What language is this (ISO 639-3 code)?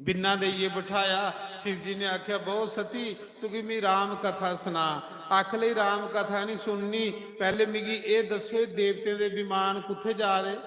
doi